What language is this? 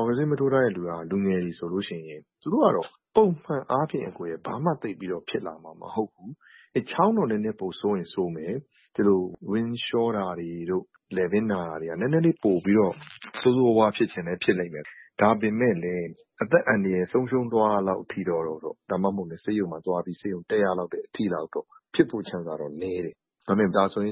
Burmese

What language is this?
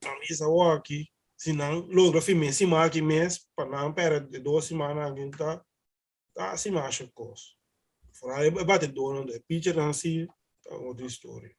Papiamento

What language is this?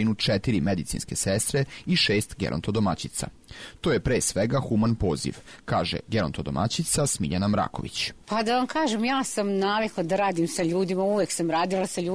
Serbian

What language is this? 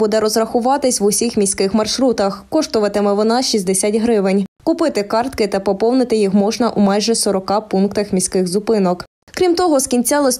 Ukrainian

